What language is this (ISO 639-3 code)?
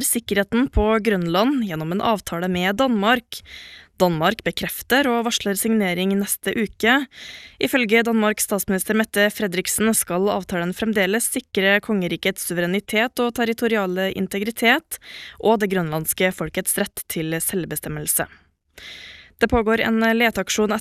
nor